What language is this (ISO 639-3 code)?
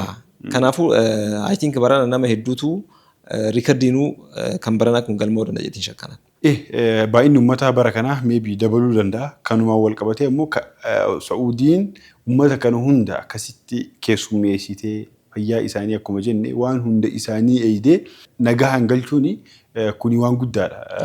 orm